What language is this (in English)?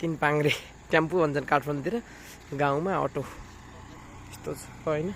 Nepali